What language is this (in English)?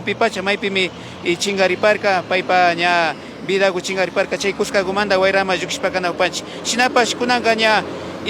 Imbabura Highland Quichua